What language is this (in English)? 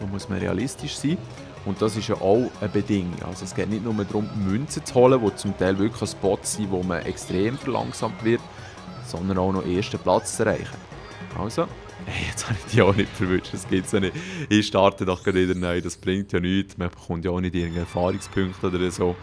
Swiss German